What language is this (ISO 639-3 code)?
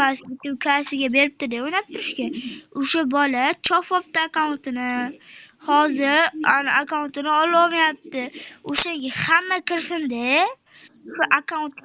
uzb